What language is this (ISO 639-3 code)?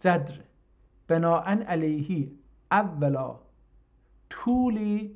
azb